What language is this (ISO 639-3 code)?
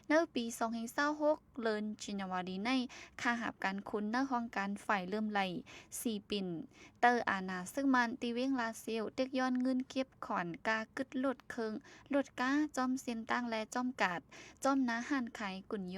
shn